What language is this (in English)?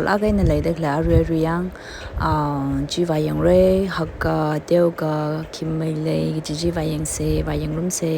Tangkhul Naga (India)